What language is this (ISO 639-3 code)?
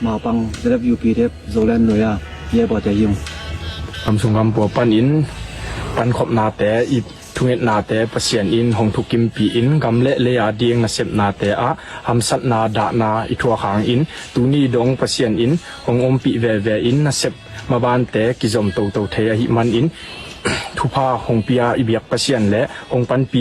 ctd